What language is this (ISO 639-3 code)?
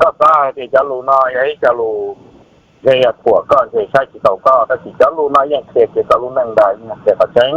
hmn